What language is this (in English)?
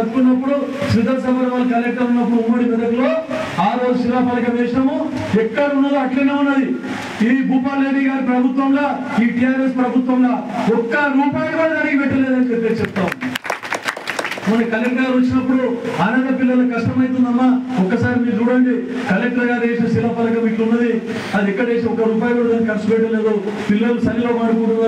Telugu